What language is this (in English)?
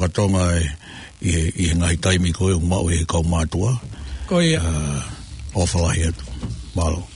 Tongan